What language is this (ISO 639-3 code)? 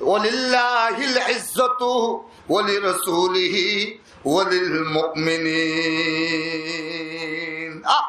rhg